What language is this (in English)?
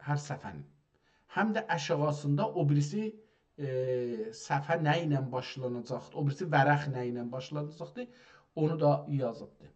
South Azerbaijani